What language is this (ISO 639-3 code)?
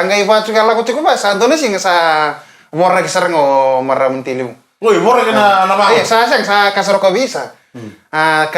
fij